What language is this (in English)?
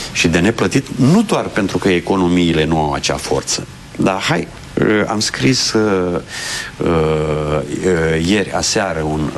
Romanian